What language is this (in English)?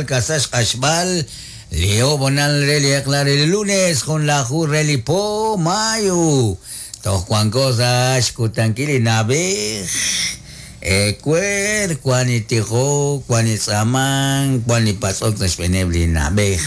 Kekchí